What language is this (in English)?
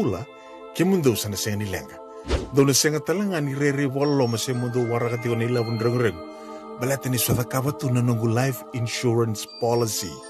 Fijian